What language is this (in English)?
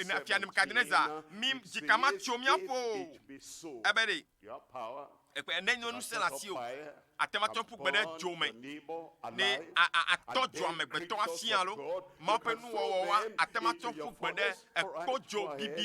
Ewe